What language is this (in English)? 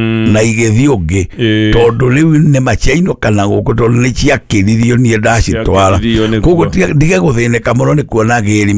Kikuyu